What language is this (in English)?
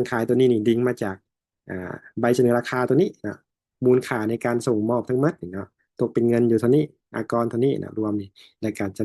Lao